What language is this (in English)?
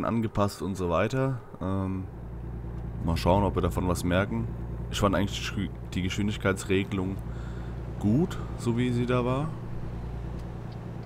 German